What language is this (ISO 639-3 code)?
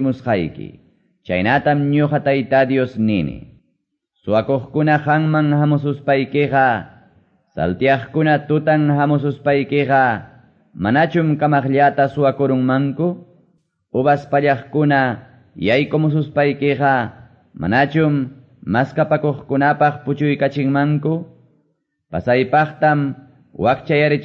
que